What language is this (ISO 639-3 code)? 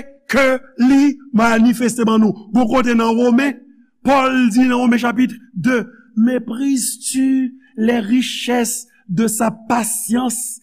hat